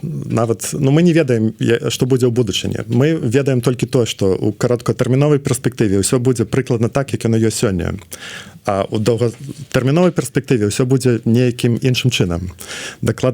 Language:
Belarusian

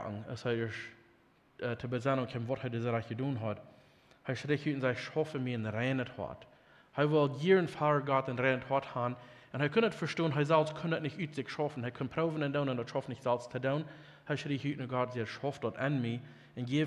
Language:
Plautdietsch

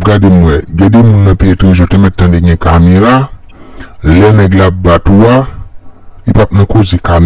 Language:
Haitian Creole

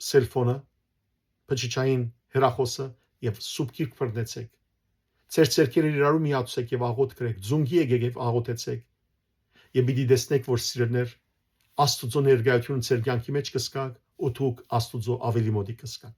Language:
Western Armenian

